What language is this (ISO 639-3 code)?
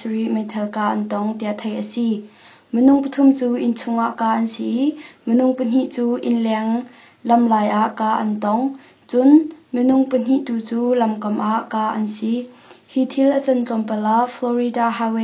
cnh